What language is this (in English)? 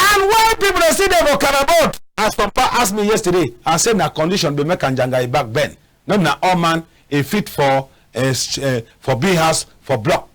Cameroon Pidgin